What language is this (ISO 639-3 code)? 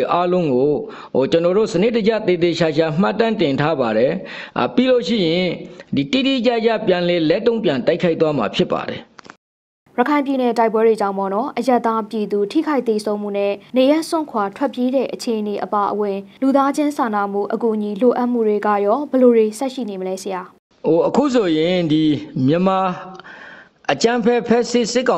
mya